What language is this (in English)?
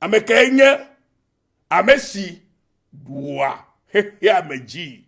Ewe